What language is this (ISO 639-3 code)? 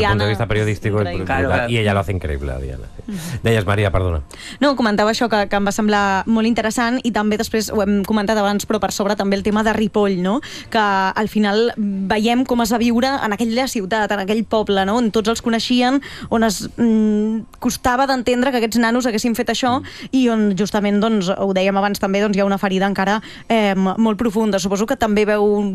cat